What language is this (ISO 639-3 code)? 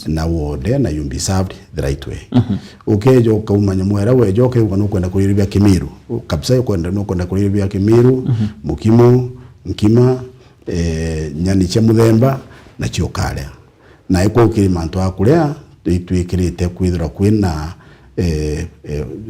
mer